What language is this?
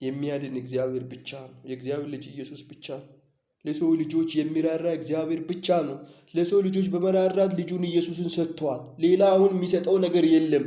Amharic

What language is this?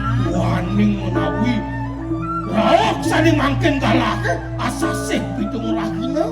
Balinese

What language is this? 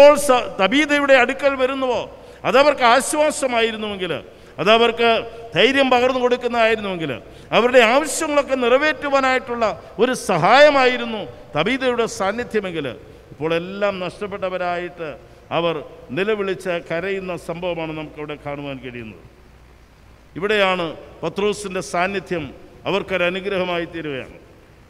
Malayalam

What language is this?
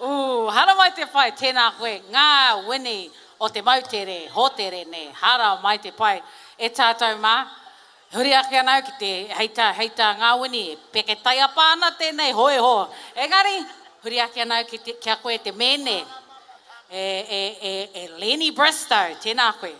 Māori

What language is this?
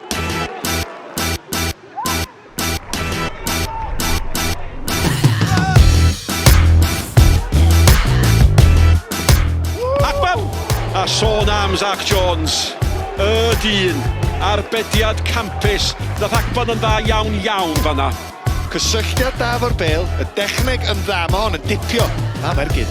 Welsh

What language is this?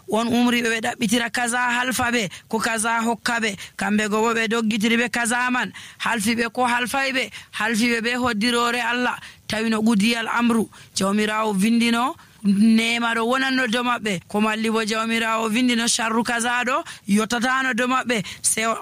Nigerian Fulfulde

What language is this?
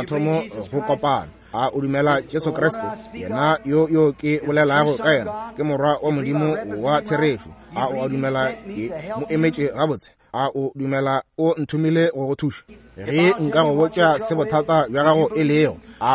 Northern Sotho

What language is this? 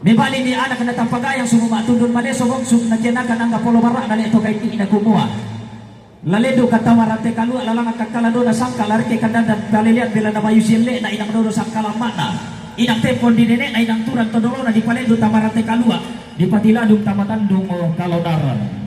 Toraja-Sa'dan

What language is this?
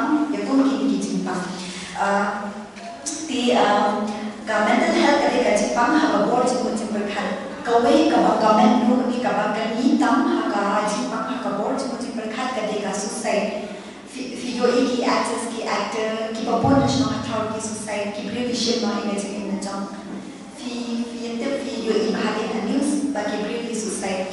Khasi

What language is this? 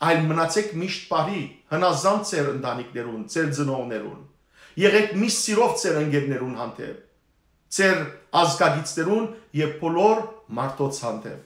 Western Armenian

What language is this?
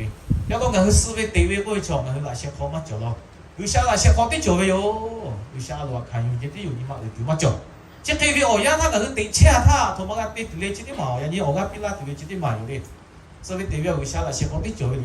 Lahu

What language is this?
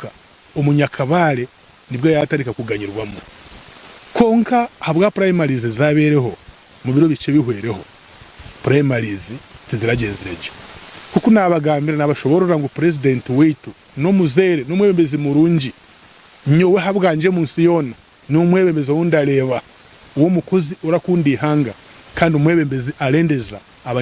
Nyankole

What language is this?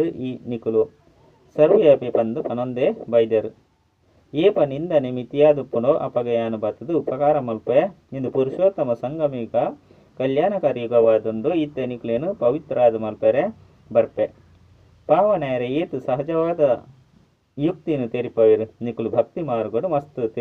Tulu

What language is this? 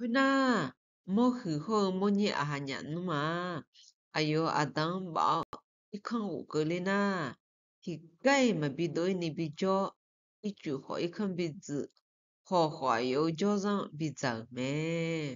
Akha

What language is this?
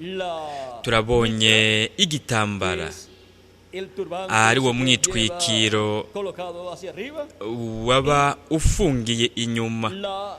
Rundi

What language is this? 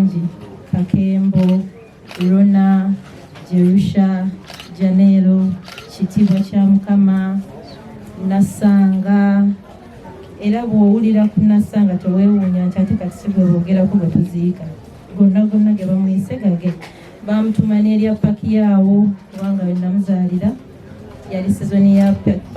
Ganda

